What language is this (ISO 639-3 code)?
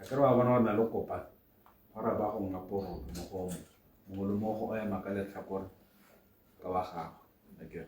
tsn